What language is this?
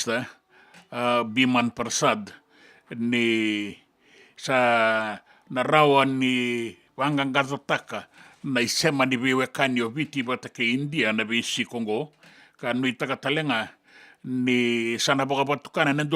Fijian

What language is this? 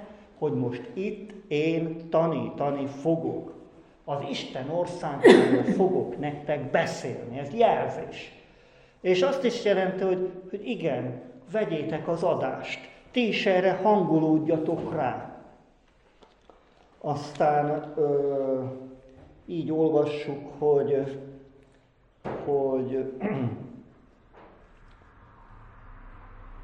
Hungarian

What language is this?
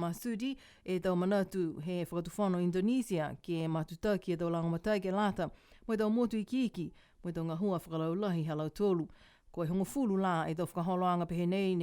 Niuean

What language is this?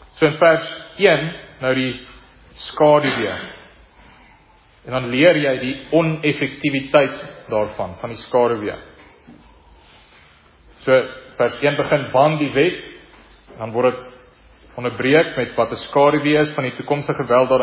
Afrikaans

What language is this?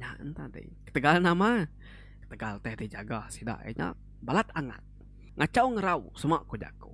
Iban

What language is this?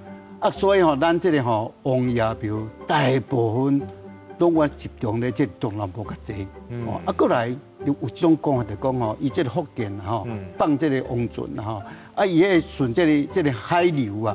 Min Nan Chinese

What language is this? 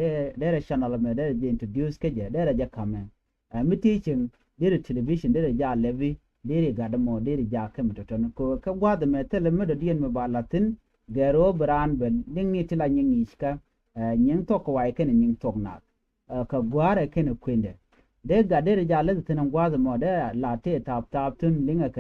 Nuer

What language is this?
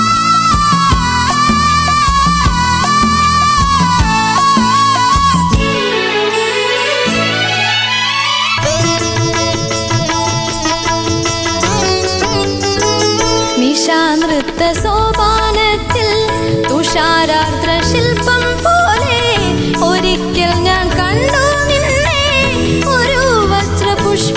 Malayalam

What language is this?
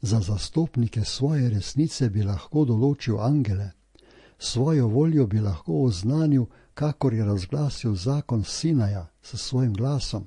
Slovenian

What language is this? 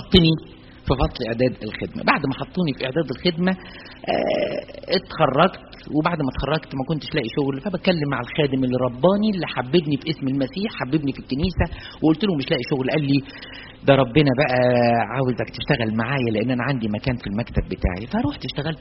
Egyptian Arabic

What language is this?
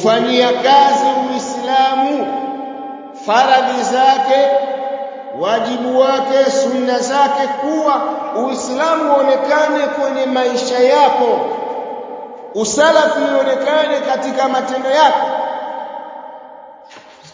Swahili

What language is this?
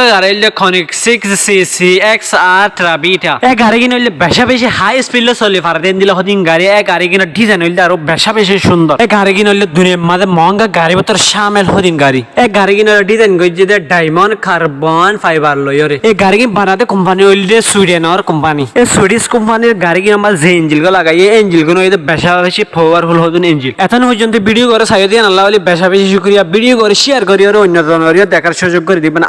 Rohingya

